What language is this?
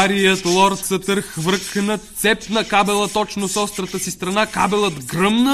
Bulgarian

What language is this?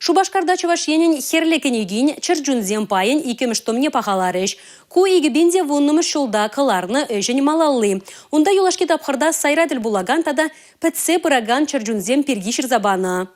Chuvash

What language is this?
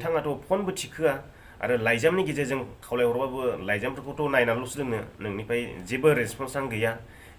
Bodo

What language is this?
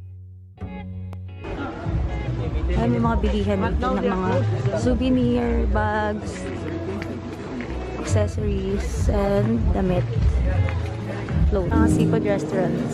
Filipino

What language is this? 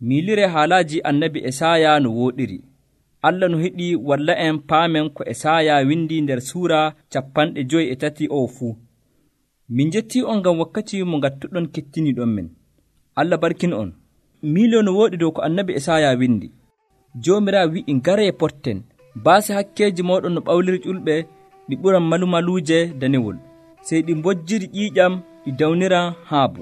Nigerian Fulfulde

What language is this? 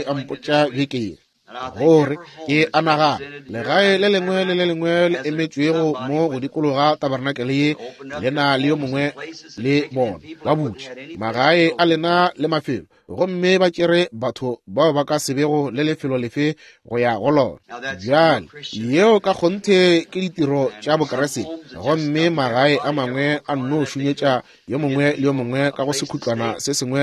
Northern Sotho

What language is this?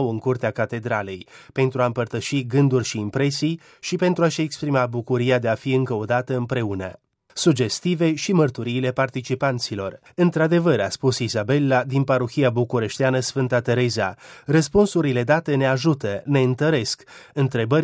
Romanian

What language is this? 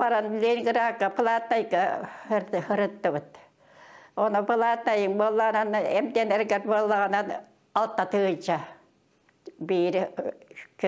Yakut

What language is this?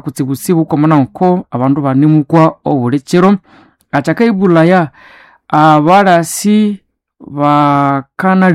Nande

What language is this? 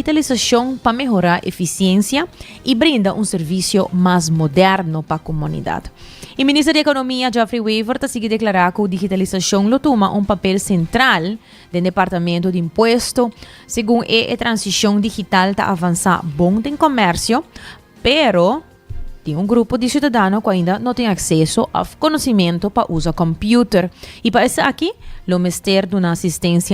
Papiamento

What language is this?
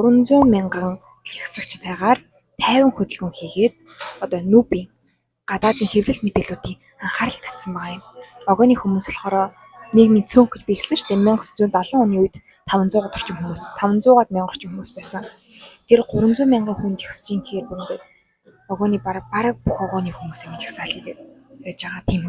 Mongolian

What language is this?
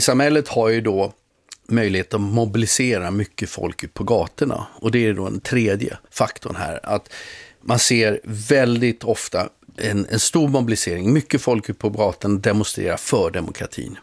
Swedish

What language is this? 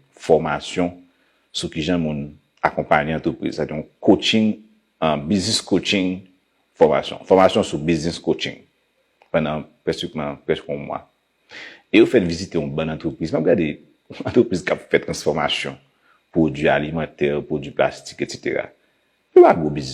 Haitian Creole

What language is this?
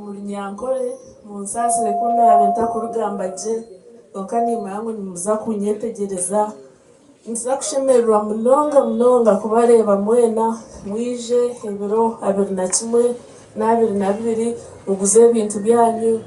Nyankole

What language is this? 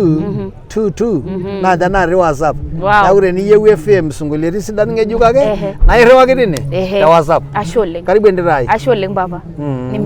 Masai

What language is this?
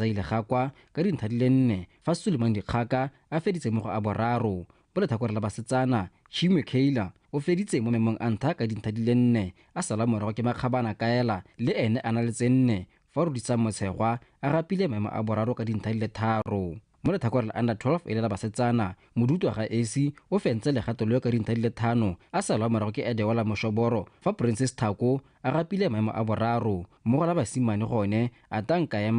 Tswana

